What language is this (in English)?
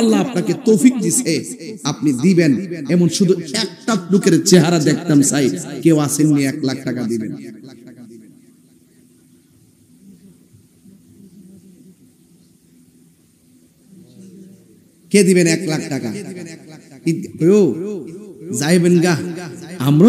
Bangla